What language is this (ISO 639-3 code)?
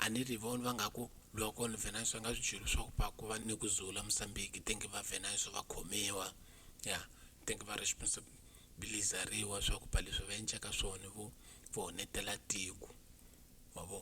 tso